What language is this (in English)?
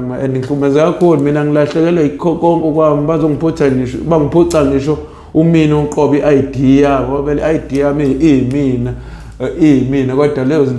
Zulu